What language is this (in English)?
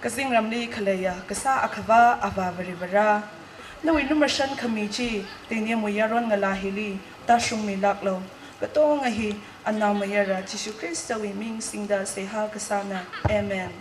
Tangkhul Naga (India)